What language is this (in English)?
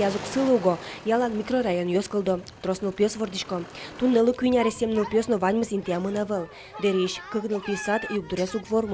Udmurt